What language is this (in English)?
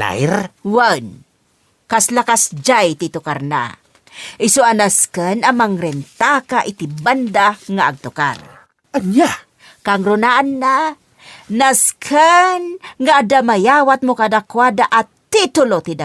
Iloko